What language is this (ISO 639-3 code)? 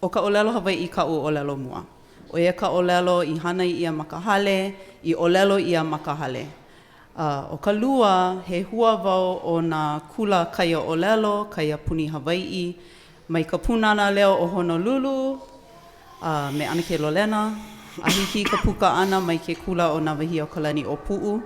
haw